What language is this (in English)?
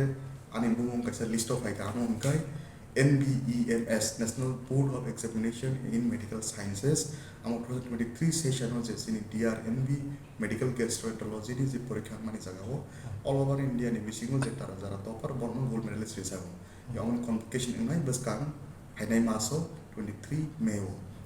Kok Borok